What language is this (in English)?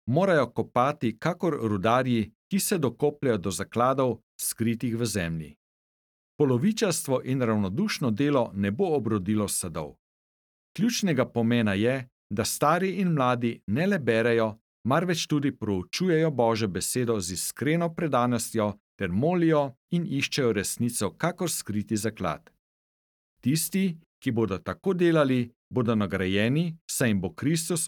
Slovenian